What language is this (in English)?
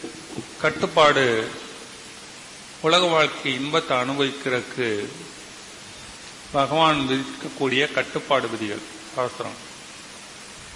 Tamil